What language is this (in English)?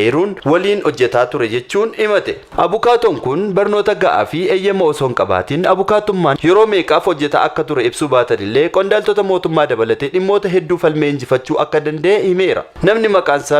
Oromo